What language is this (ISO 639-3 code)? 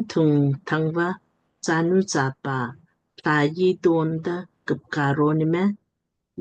lmk